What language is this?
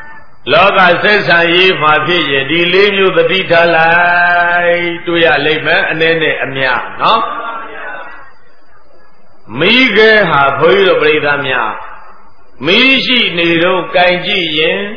Burmese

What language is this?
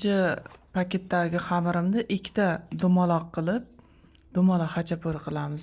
Uzbek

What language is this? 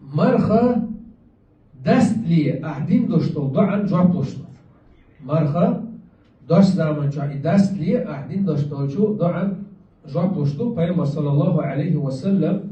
Chechen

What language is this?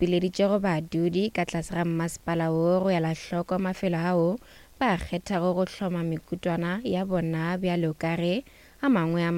Northern Sotho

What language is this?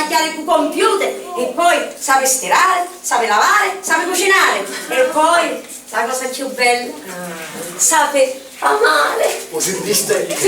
Sicilian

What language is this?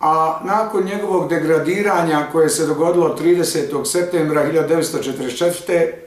Bosnian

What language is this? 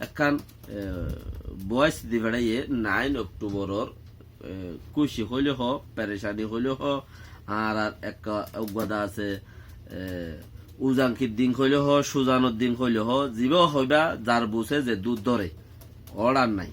Rohingya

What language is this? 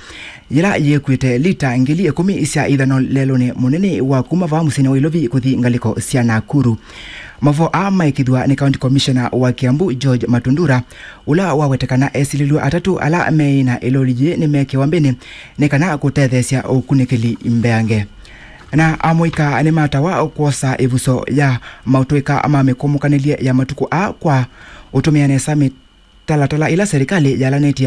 Kamba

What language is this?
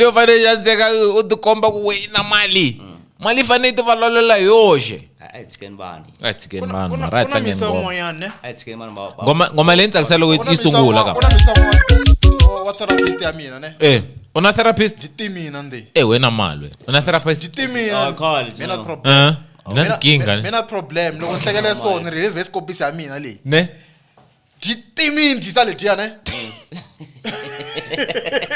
Tsonga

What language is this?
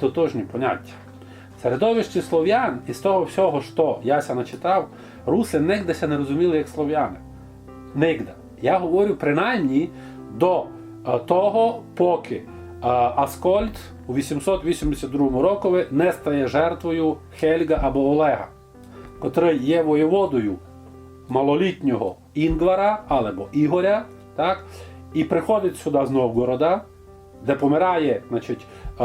Rusyn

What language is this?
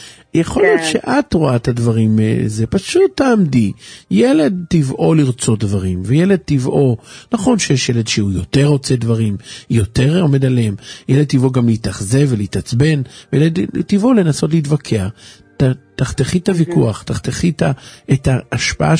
Hebrew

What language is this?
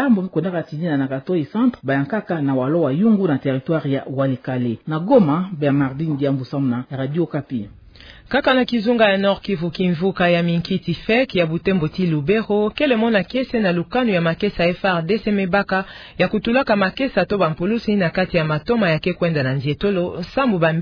Kituba (Democratic Republic of Congo)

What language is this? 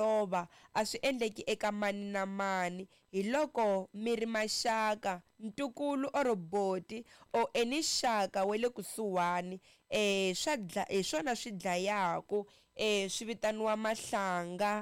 Tsonga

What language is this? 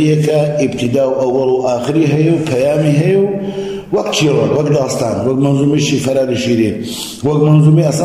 Central Kurdish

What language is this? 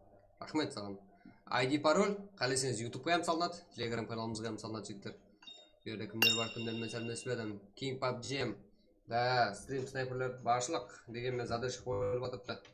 Kara-Kalpak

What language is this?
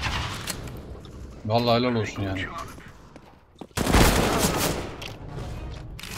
Turkish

